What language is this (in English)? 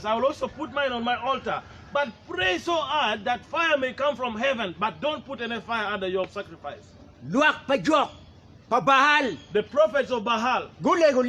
Acoli